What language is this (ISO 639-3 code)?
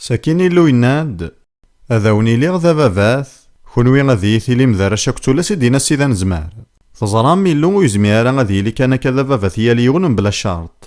kab